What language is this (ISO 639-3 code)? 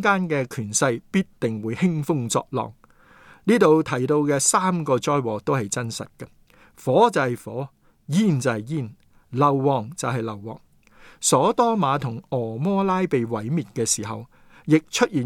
yue